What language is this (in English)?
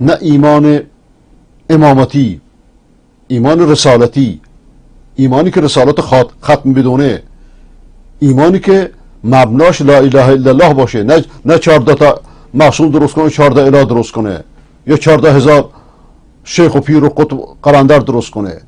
Persian